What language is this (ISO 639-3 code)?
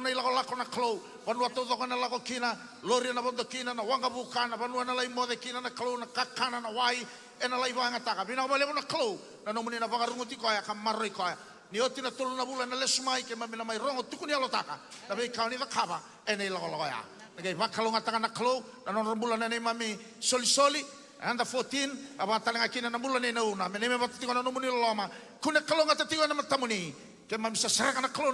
fij